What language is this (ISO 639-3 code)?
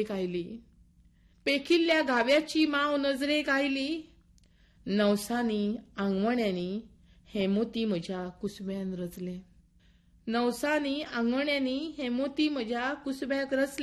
kok